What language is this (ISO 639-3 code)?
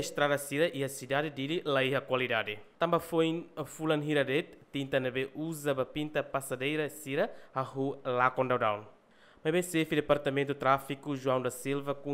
tet